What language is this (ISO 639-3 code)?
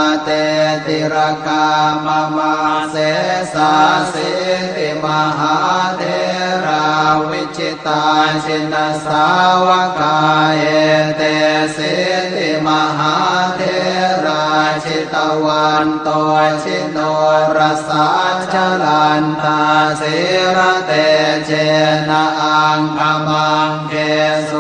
pli